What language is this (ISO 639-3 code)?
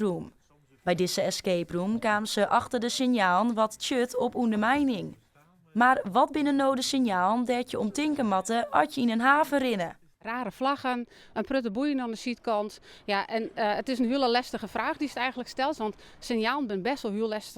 fry